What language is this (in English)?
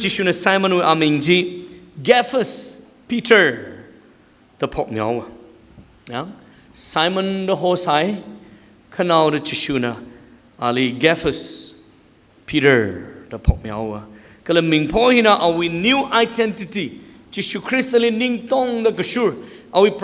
Tangkhul Naga (India)